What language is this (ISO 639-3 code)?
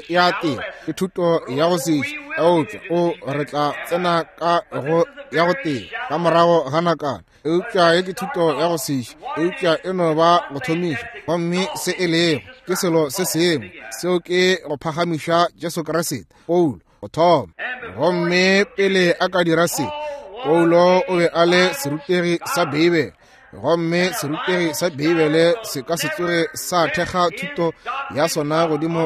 nso